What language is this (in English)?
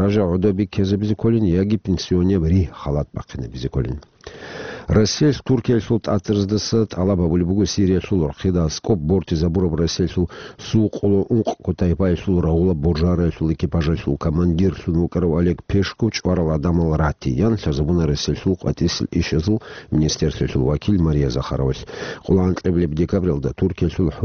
Avaric